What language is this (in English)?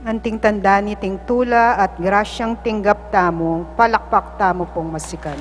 Pampanga